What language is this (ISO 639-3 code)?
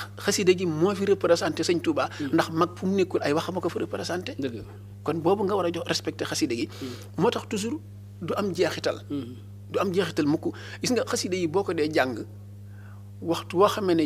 wol